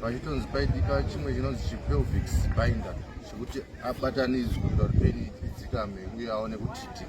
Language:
Shona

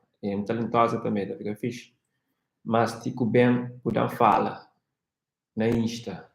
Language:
Kabuverdianu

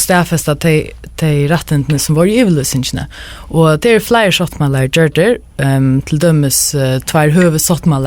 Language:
Faroese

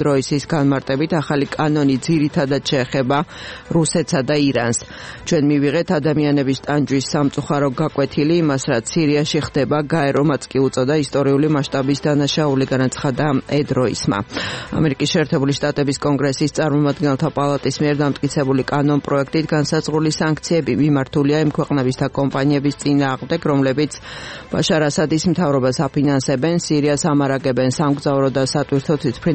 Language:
Georgian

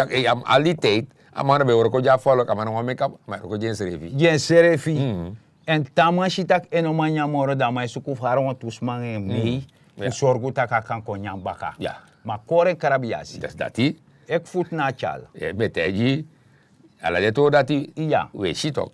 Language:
Sranan Tongo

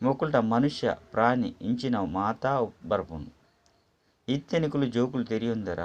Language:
Tulu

